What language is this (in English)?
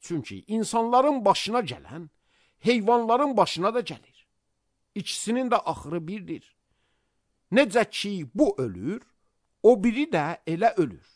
Azerbaijani